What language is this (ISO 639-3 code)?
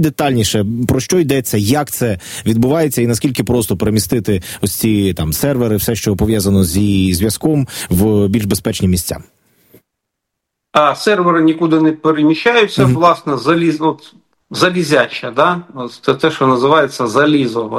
ukr